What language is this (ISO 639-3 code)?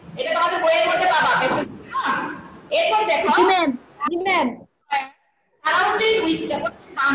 ben